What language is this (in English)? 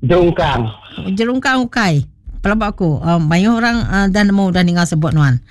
Iban